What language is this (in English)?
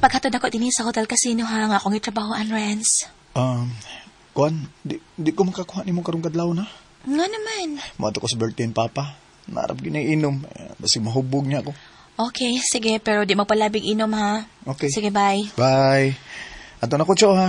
Cebuano